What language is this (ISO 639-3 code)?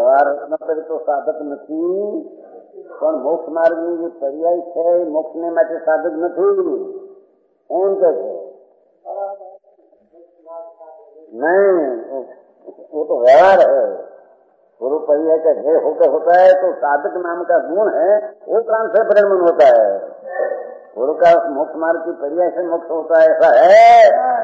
guj